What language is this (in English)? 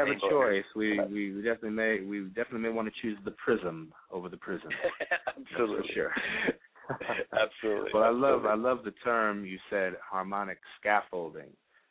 English